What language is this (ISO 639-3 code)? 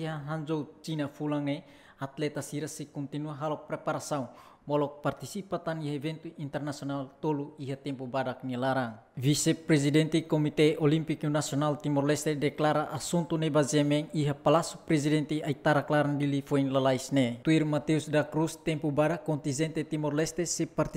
tet